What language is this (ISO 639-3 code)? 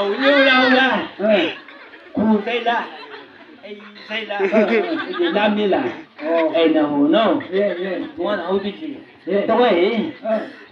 nbc